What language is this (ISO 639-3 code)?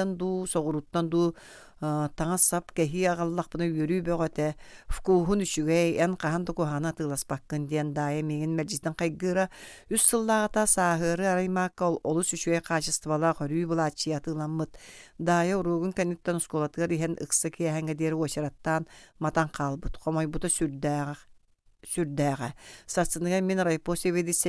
sah